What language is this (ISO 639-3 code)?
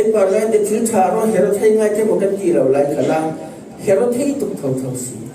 cfm